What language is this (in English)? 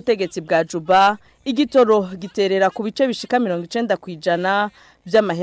Rundi